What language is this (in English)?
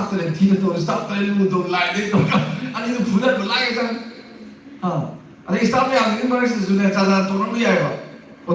Manipuri